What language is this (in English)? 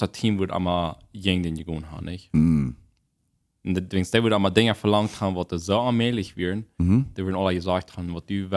Plautdietsch